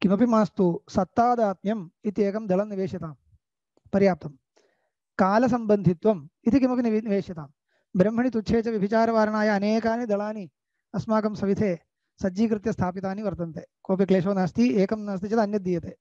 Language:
Sanskrit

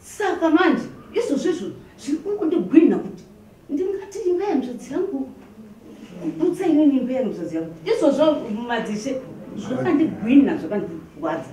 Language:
Shona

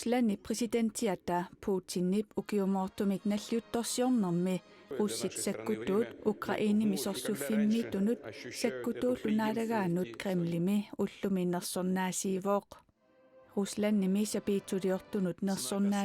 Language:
Kalaallisut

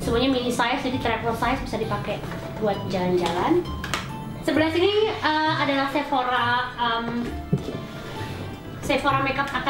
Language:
Indonesian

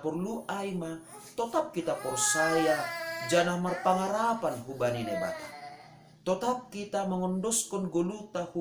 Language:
Batak Simalungun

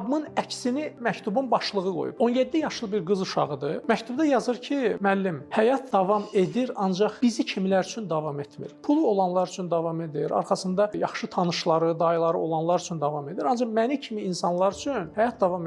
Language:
Azerbaijani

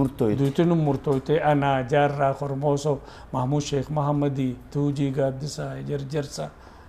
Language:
Oromo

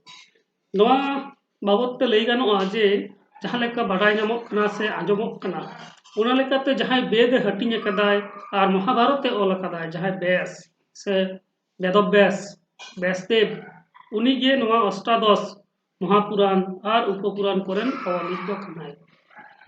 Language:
Santali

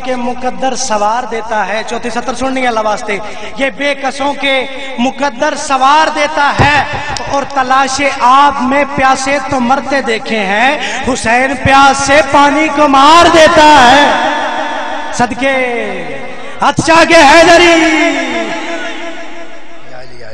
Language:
Urdu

